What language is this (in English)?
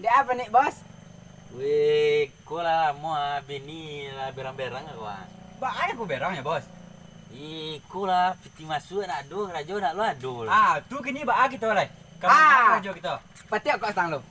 Minangkabau